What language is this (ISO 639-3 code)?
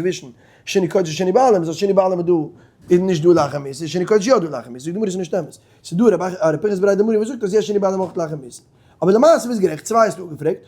yid